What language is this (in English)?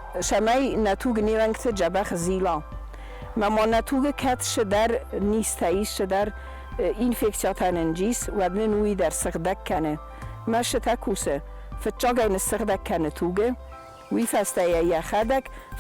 Ossetic